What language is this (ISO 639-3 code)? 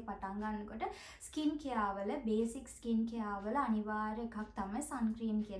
sin